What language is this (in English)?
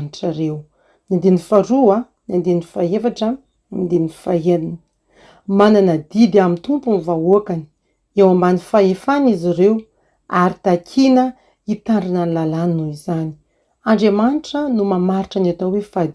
Malagasy